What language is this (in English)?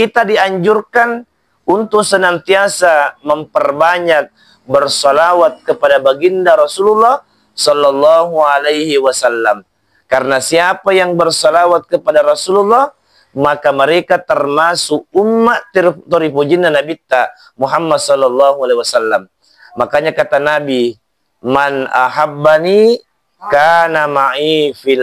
Buginese